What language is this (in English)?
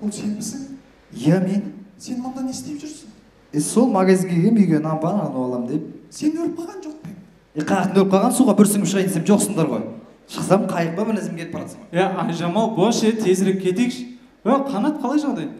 Kazakh